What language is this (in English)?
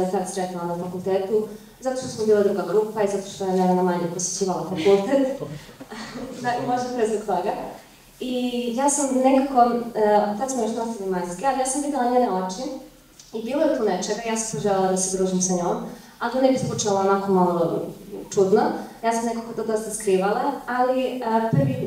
Serbian